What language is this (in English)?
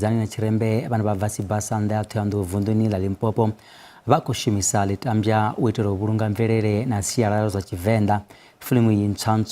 Venda